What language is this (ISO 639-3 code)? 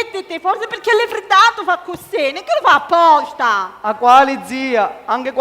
scn